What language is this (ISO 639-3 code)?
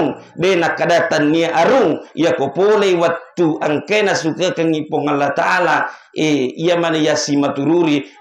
bug